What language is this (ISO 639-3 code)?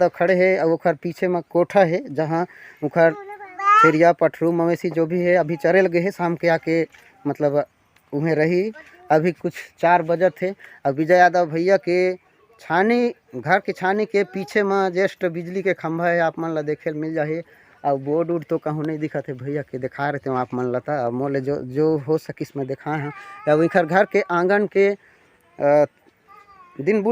hne